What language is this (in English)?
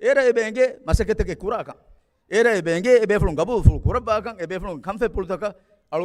Divehi